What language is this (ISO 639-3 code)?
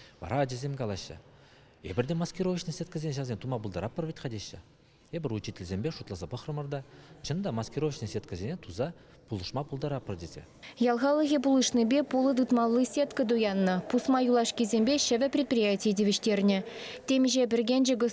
chv